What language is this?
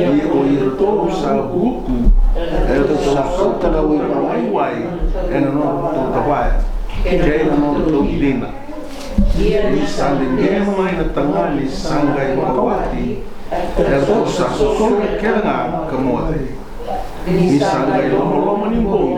Fijian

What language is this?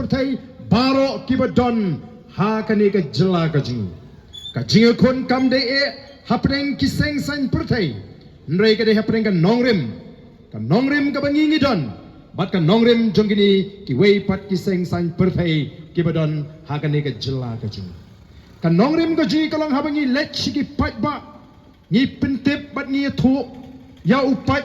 Khasi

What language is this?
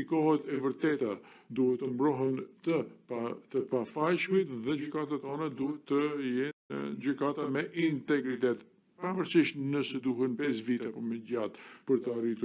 Albanian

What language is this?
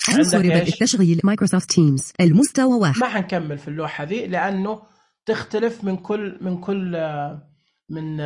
Najdi Arabic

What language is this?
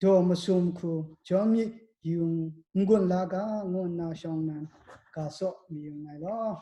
Kachin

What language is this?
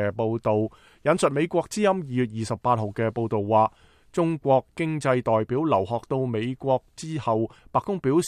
Cantonese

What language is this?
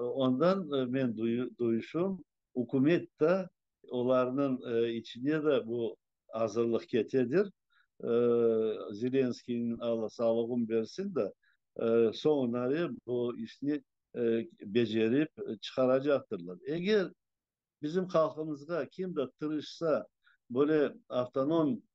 Crimean Tatar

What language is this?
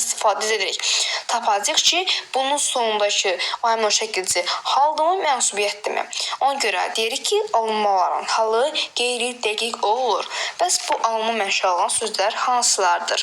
Azerbaijani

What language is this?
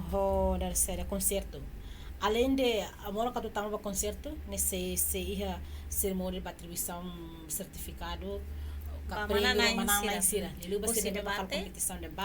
Tetum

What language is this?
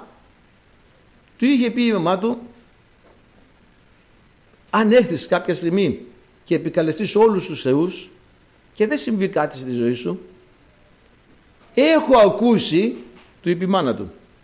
Greek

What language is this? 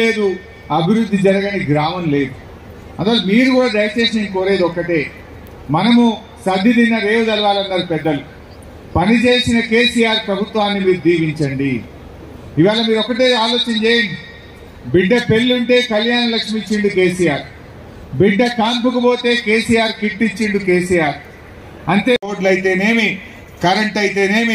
Telugu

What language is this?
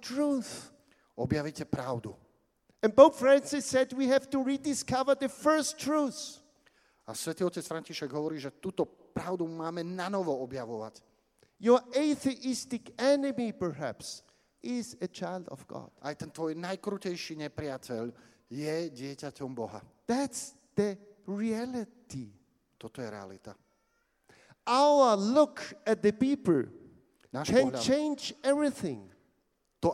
Slovak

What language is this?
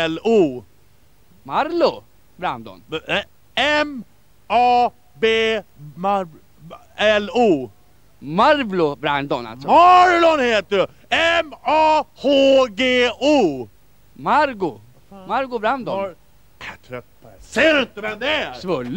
Swedish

